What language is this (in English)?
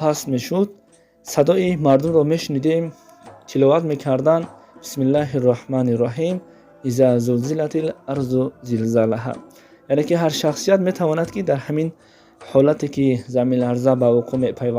Tajik